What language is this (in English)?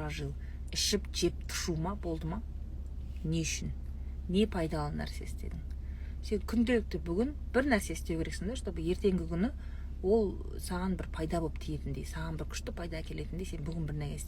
Kazakh